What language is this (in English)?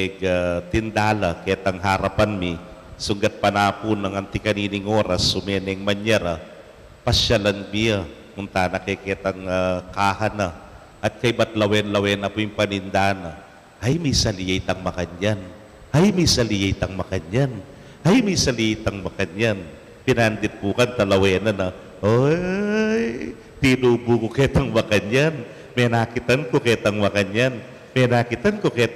Pampanga